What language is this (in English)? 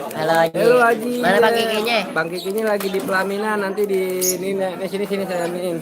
Betawi